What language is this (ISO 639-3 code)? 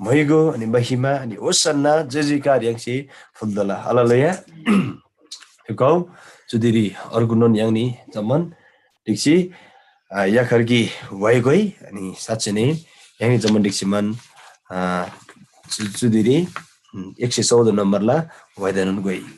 taj